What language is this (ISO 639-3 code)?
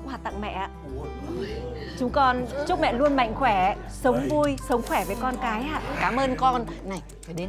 vie